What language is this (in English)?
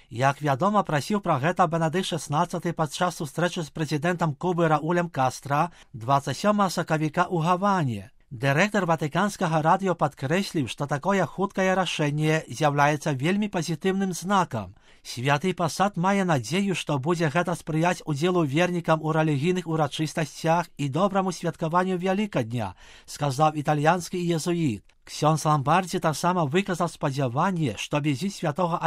Belarusian